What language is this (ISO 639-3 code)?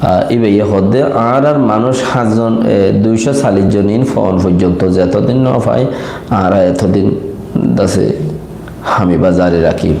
rhg